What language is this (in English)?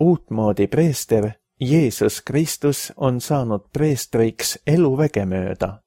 Estonian